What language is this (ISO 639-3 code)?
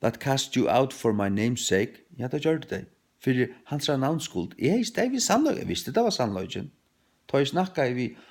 fao